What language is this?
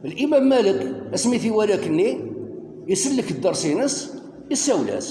Kabyle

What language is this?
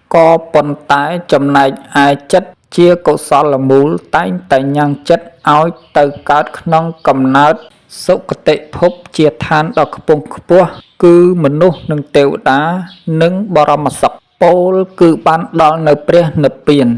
Khmer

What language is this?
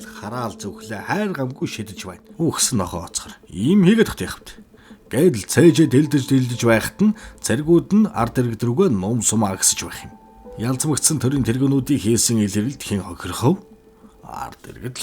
Mongolian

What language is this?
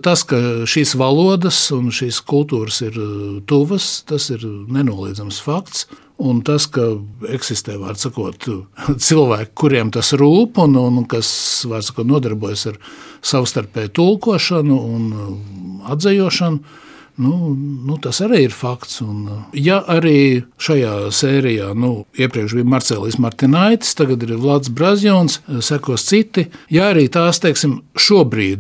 Latvian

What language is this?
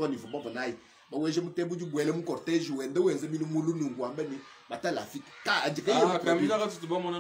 Luba-Lulua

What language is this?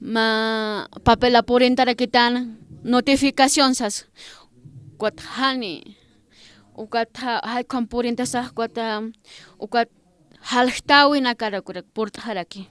Aymara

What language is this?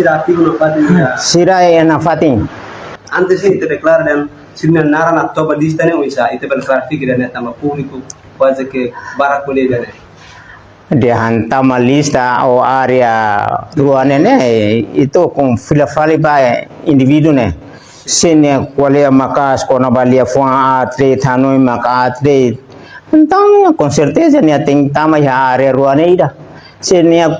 Tetum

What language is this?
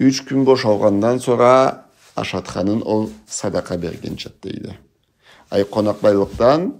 Karachay-Balkar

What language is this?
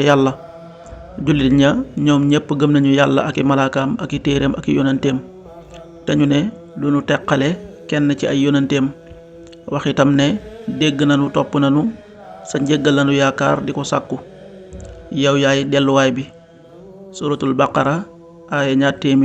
Wolof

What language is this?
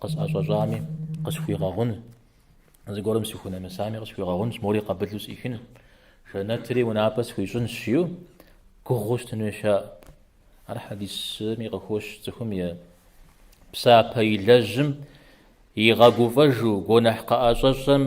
Kabardian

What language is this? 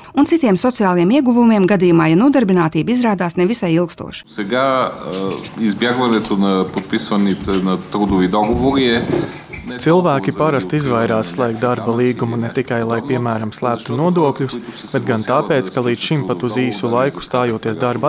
Latvian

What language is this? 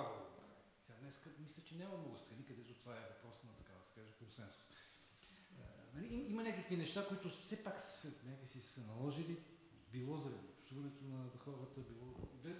Bulgarian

